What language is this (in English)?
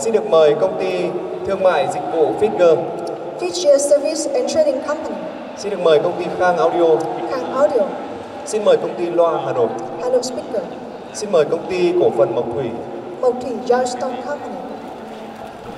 Vietnamese